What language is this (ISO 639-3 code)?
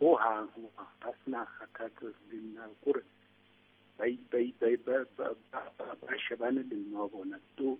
sot